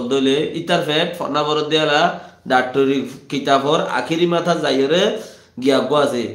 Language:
Rohingya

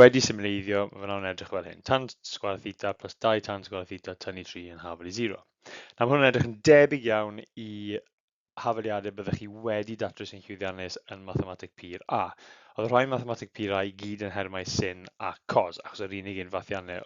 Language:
Welsh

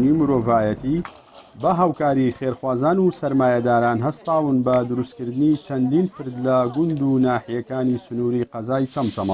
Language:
Central Kurdish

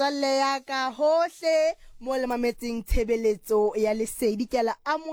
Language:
Southern Sotho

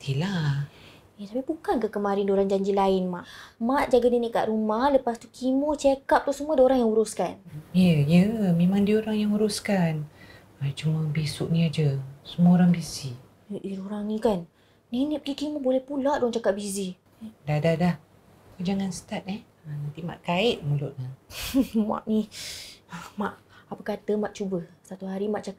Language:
Malay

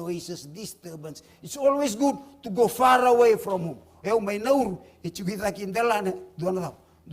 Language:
Fijian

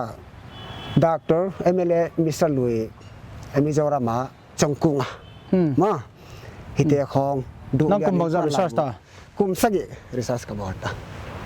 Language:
Paite Chin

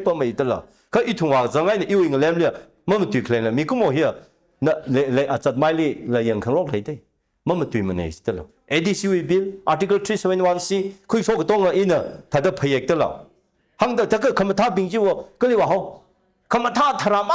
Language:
Tangkhul Naga (India)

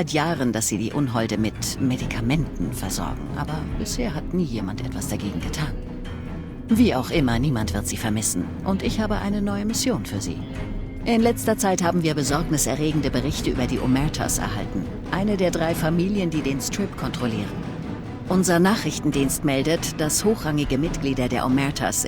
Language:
Bavarian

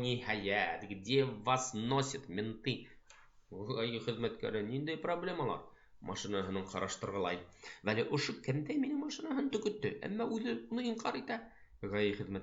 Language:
Bashkir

